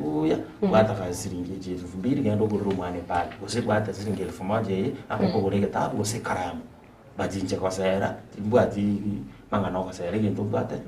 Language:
Gusii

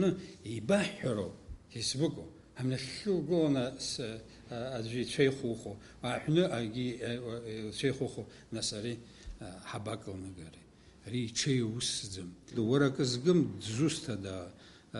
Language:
Abkhazian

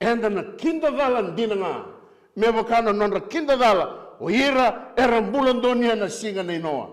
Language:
Fijian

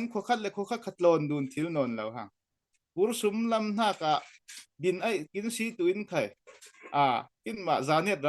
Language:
Falam Chin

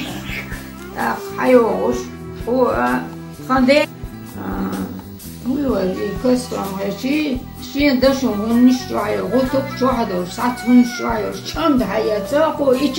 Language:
Chechen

